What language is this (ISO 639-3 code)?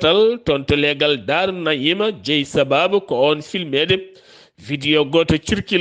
ful